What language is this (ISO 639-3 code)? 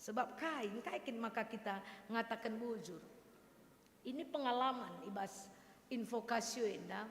btx